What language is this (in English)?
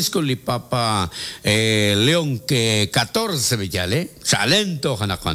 Kekchí